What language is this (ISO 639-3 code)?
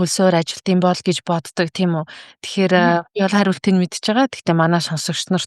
mon